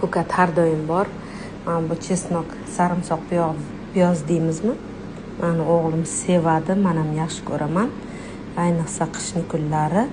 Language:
Uzbek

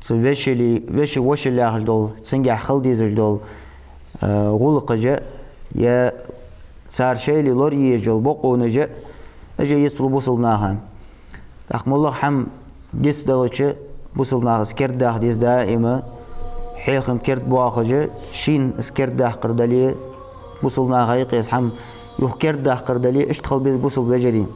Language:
Ingush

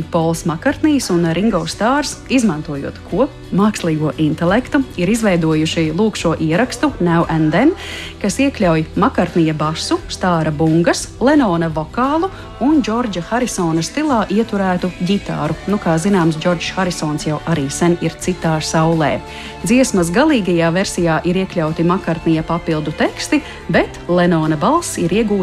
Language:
Latvian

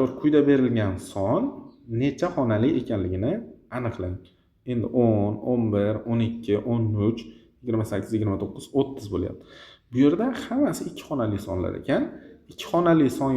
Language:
Uzbek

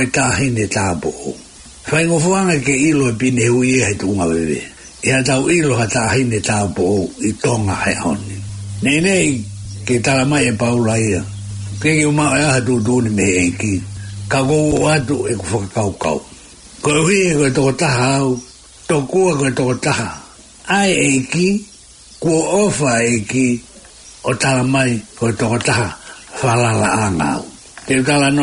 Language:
Tongan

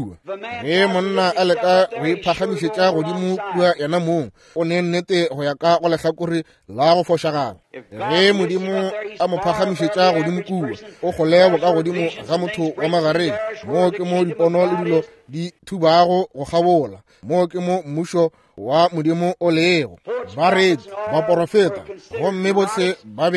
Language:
Northern Sotho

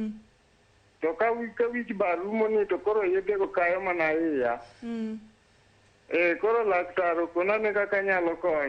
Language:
Luo (Kenya and Tanzania)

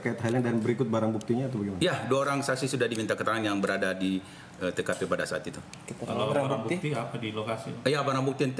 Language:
Indonesian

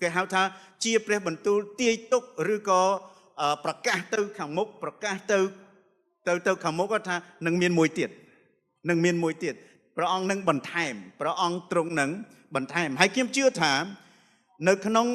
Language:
Khmer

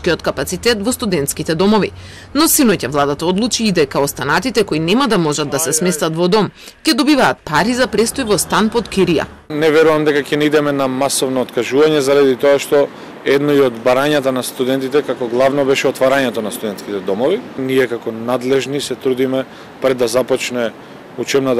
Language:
Macedonian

